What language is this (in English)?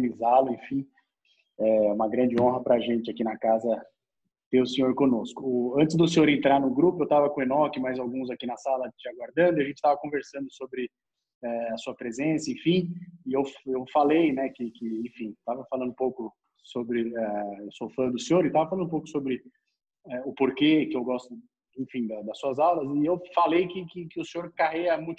Portuguese